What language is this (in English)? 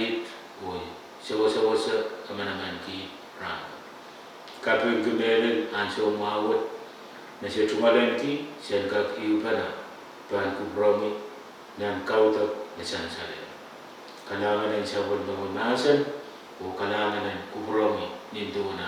Pohnpeian